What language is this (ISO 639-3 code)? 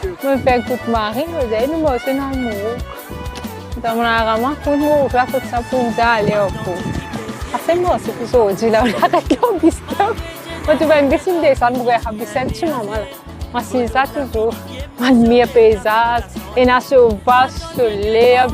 mfe